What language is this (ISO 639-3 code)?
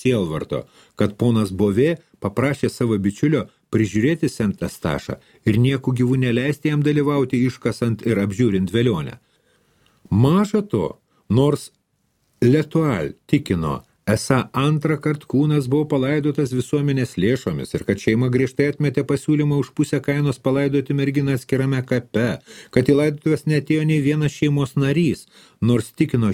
lit